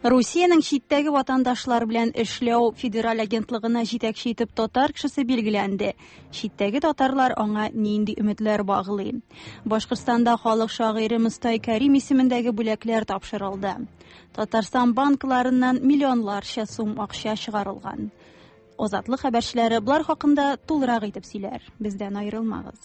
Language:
Tatar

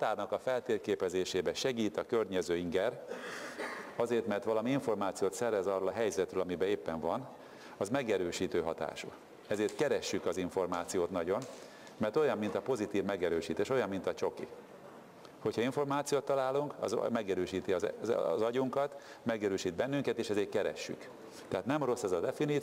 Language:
Hungarian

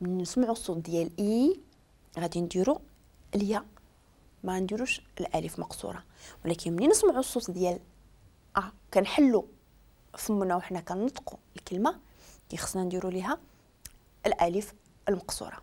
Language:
Moroccan Arabic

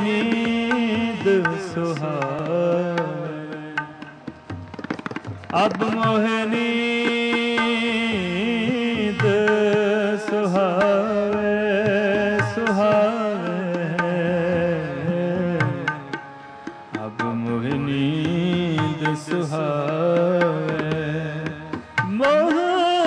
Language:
Punjabi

